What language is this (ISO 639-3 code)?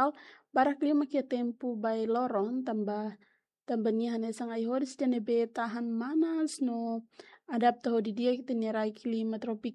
tet